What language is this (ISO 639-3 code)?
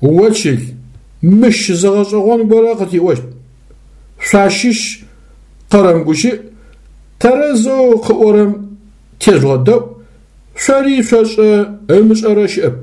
ady